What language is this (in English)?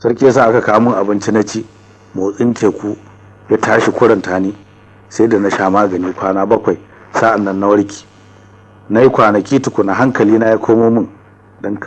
Hausa